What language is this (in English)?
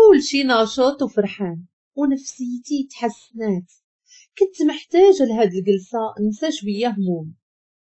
Moroccan Arabic